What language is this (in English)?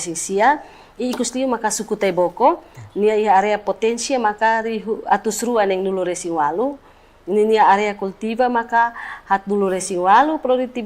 Tetum